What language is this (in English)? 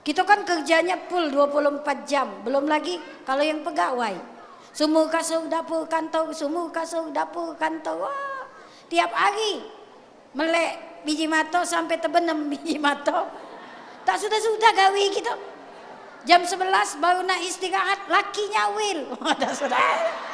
Musi